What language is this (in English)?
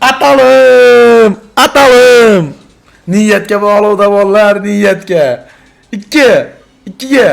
Uzbek